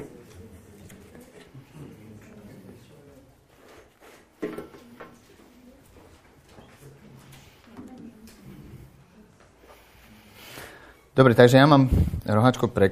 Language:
Slovak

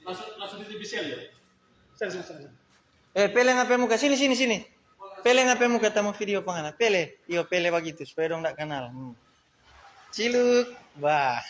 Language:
Manado Malay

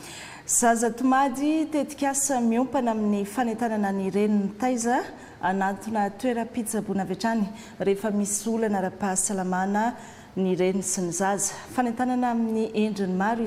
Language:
Malagasy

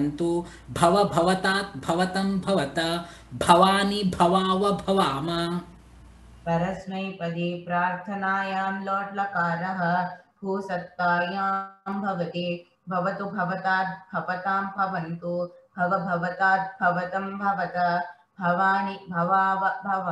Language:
Sanskrit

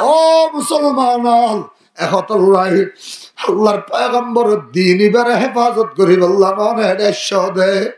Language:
Rohingya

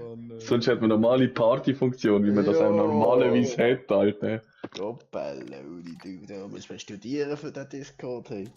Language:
Swiss German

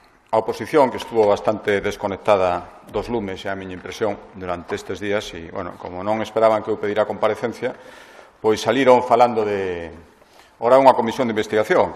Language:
Galician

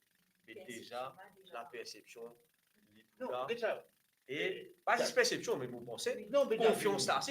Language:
Morisyen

